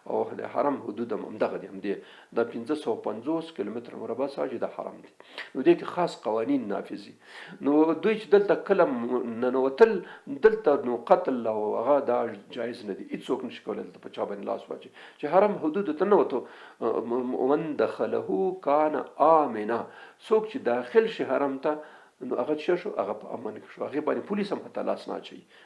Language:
Pashto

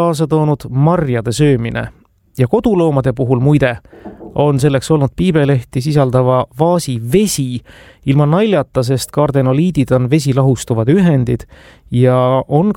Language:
Estonian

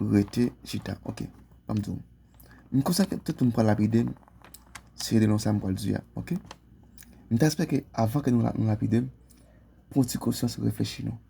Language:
Haitian Creole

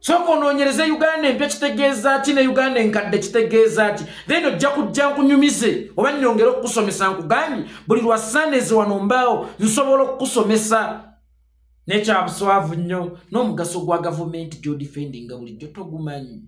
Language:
Ganda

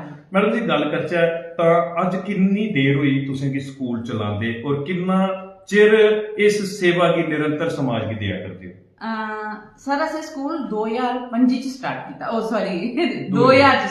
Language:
Dogri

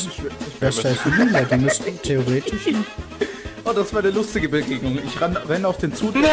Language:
German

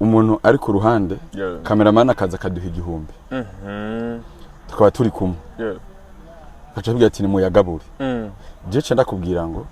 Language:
Rundi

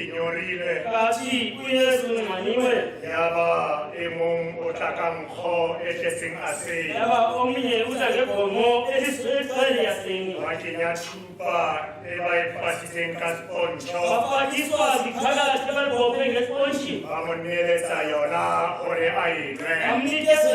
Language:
Southern Sotho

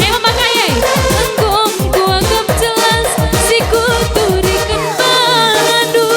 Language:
Batak Karo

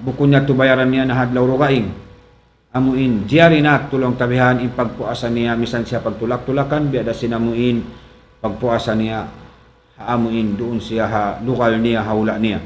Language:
Tausug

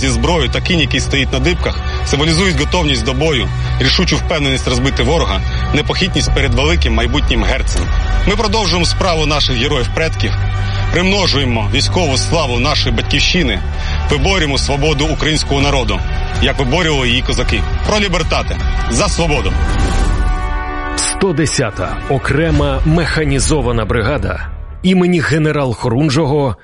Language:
Ukrainian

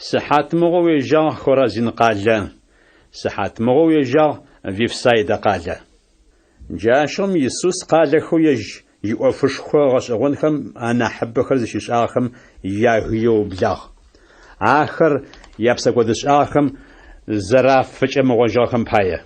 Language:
Adyghe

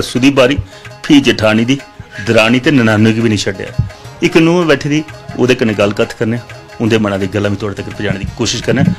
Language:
Dogri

